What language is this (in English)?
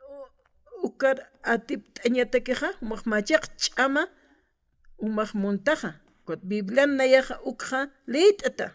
Aymara